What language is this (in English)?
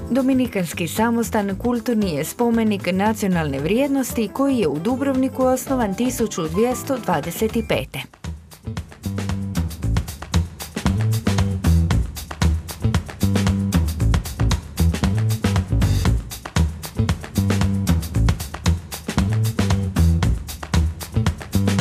Croatian